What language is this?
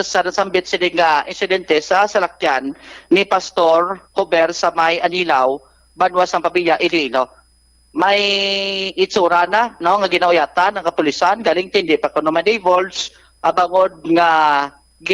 Hiligaynon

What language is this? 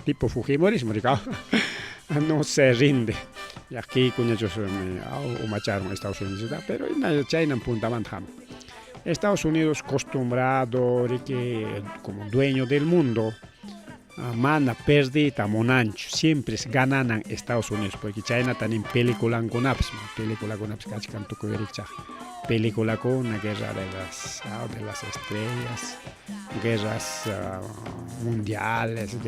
Ayacucho Quechua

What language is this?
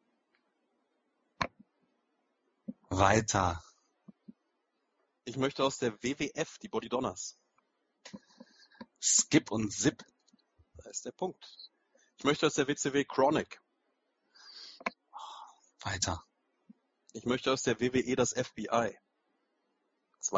German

